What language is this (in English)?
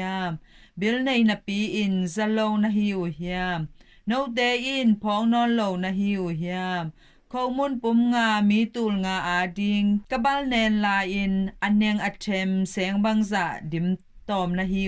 Tedim Chin